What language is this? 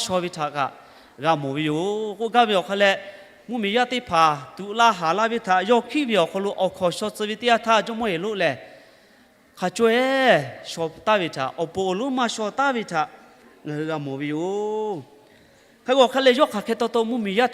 Lahu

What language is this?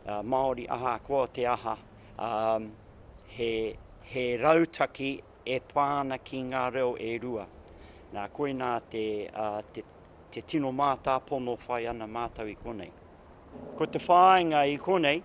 Māori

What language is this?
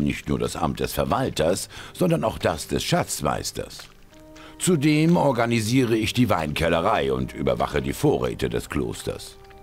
Bavarian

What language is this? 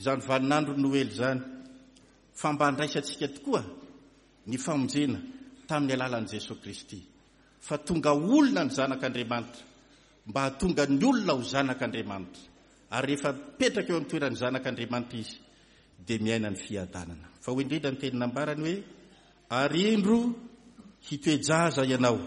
Malagasy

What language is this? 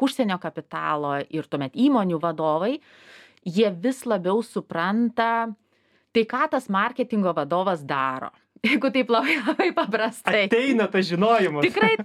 Lithuanian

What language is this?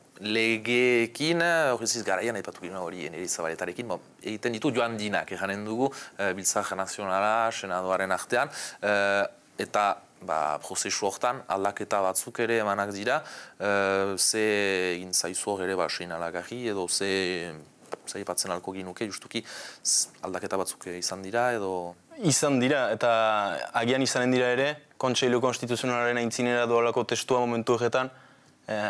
Basque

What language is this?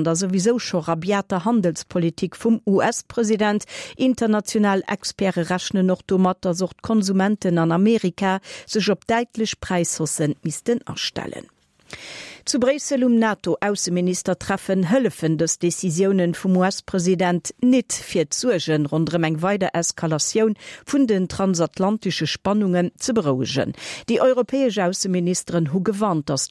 Luxembourgish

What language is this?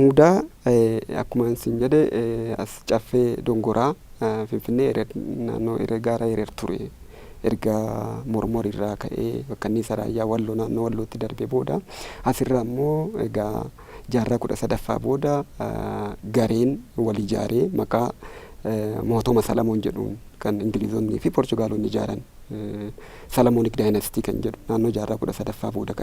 Oromo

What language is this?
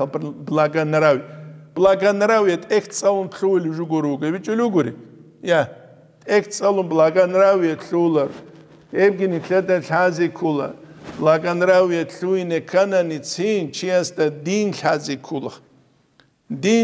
Avaric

